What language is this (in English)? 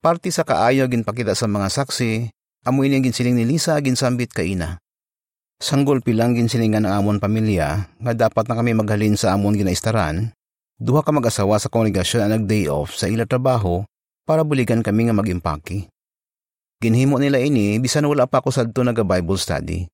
Hiligaynon